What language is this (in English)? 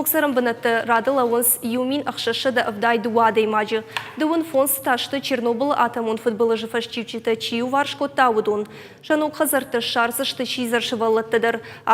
Ossetic